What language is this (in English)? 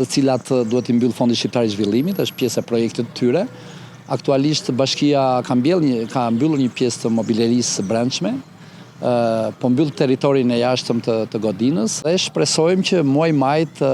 Albanian